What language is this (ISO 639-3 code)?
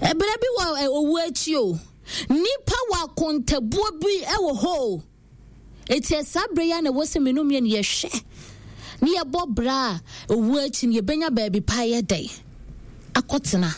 aka